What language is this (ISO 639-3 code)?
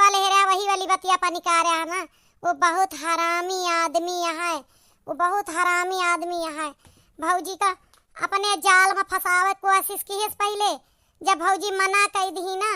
awa